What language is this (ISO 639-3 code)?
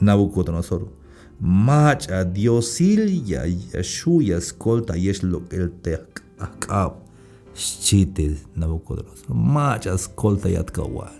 tzh